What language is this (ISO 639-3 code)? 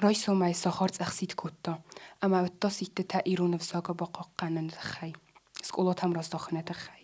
oss